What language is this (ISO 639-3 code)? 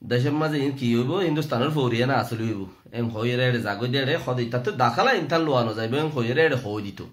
rhg